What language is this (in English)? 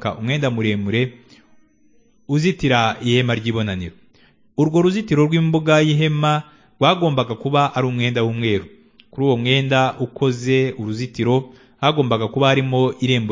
Kinyarwanda